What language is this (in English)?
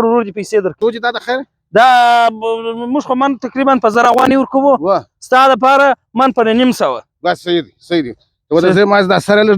Pashto